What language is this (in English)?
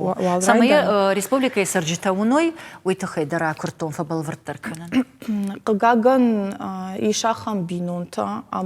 Ossetic